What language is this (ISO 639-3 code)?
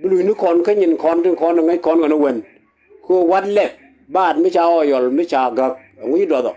nus